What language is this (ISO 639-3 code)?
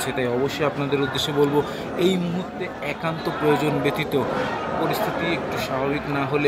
ben